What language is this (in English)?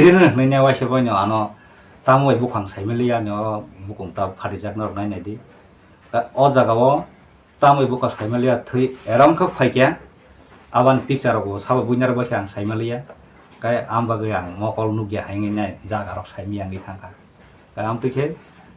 Kok Borok